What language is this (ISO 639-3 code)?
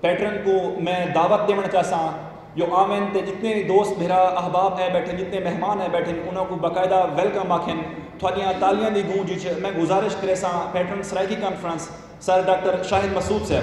skr